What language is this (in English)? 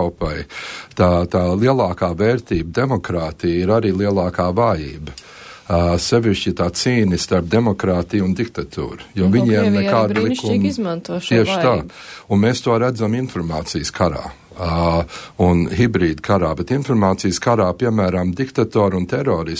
Latvian